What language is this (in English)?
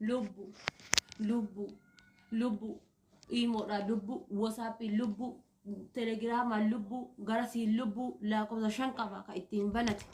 Oromo